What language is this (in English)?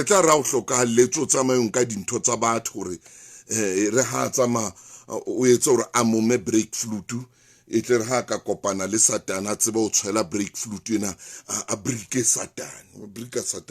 Southern Sotho